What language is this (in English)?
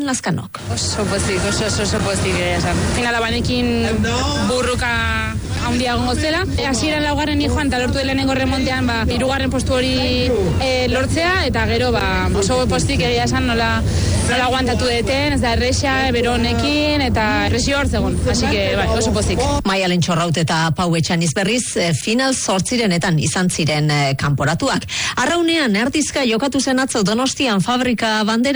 Basque